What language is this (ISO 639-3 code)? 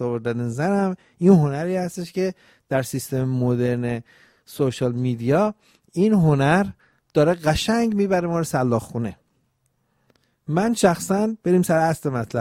fas